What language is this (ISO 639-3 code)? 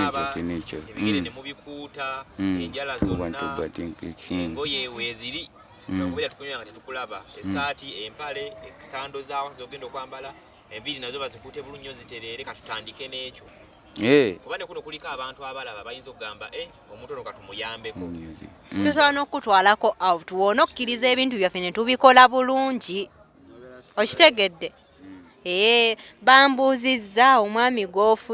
lug